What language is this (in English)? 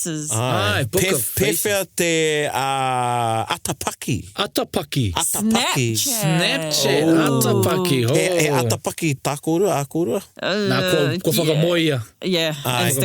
Māori